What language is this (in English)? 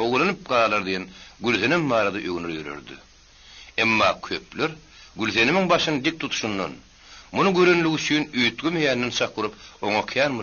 Turkmen